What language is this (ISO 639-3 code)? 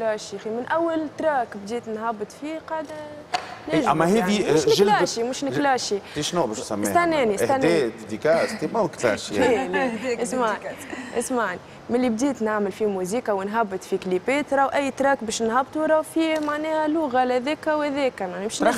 aeb